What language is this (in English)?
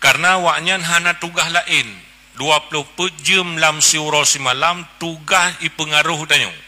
Achinese